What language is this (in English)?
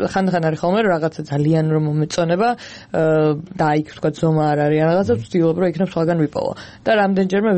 Georgian